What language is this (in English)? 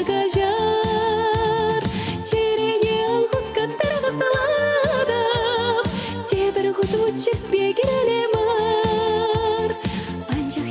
Chuvash